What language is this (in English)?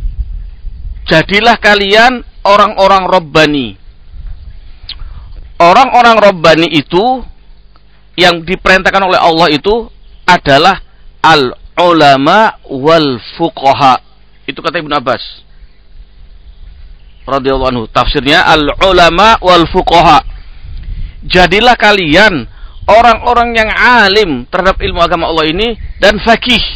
Indonesian